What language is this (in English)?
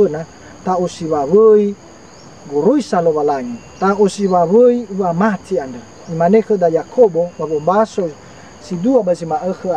Nias